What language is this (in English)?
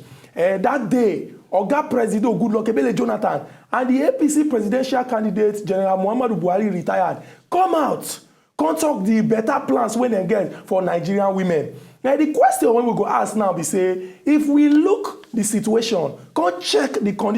Nigerian Pidgin